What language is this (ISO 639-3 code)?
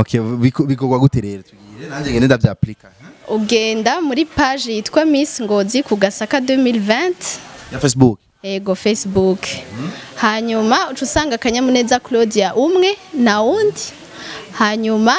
run